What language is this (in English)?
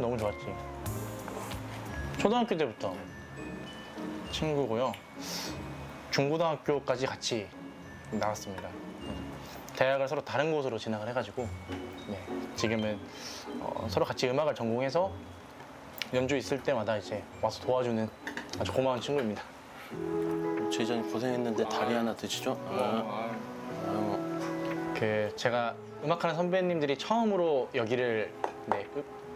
Korean